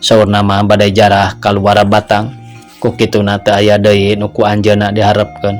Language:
Sundanese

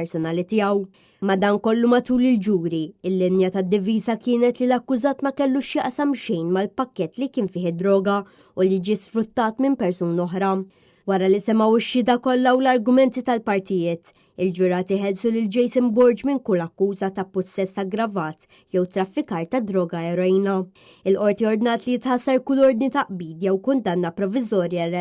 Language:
Maltese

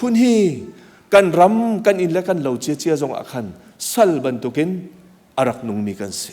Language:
Hakha Chin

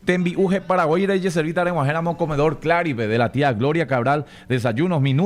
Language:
Guarani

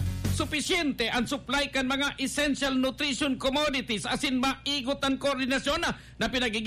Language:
Bikol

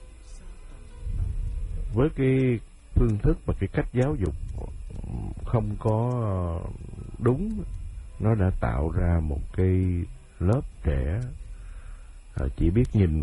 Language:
Vietnamese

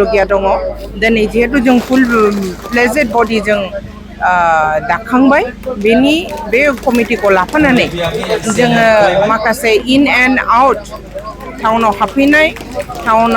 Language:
Bodo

